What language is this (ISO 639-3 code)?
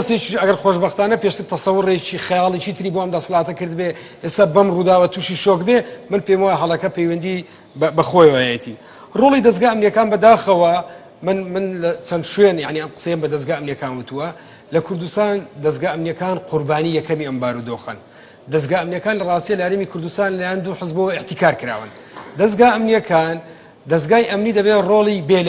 ckb